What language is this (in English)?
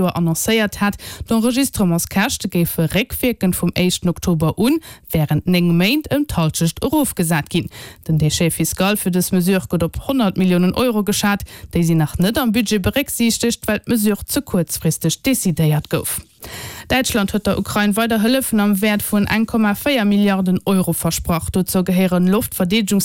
Luxembourgish